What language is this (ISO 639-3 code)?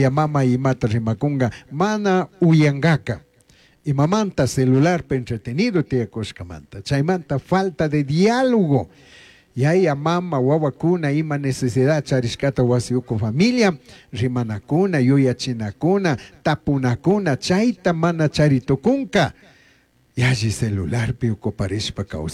qug